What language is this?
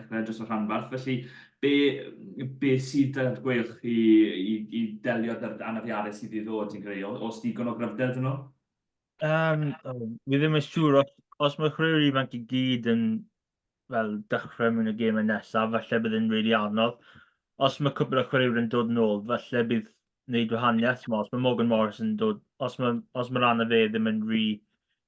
Welsh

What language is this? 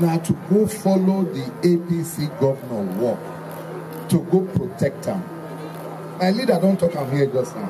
Nigerian Pidgin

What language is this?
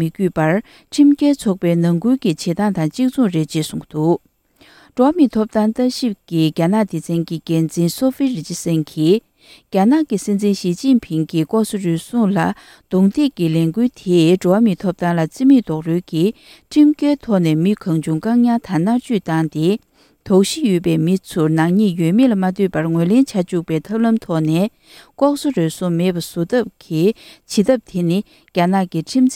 Tibetan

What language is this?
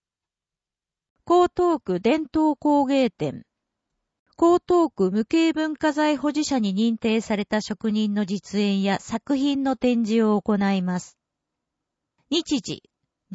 Japanese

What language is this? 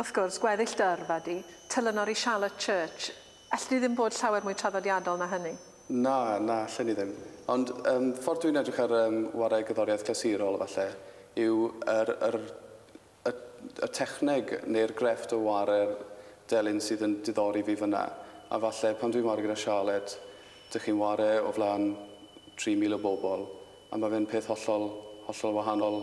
Welsh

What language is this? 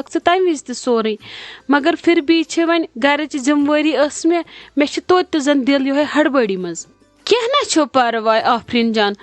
Kashmiri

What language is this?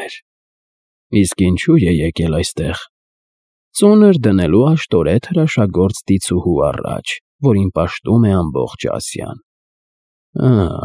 Armenian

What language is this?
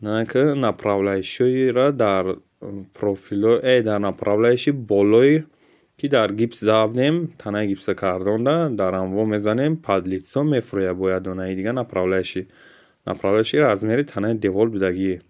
Tajik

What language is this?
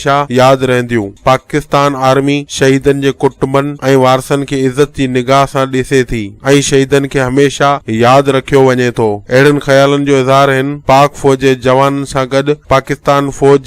Sindhi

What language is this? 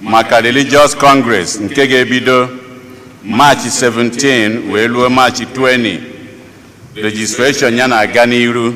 Igbo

